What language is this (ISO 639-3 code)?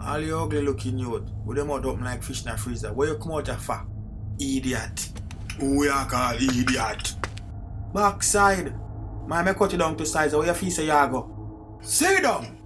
jam